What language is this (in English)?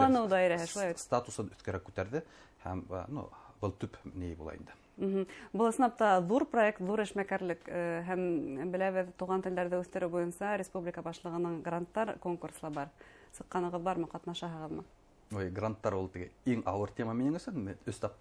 Bashkir